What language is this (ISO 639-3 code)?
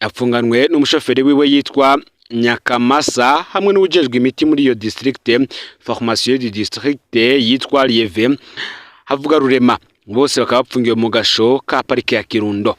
run